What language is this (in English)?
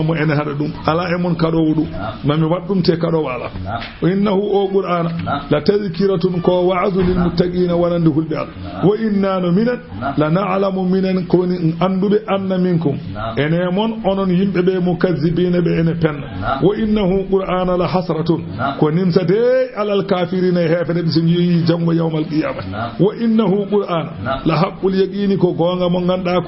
Fula